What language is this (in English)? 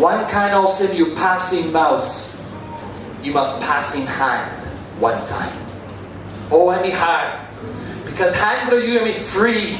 Tok Pisin